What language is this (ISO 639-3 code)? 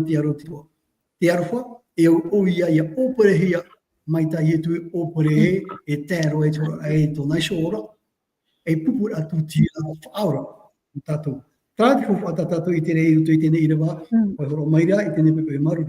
tah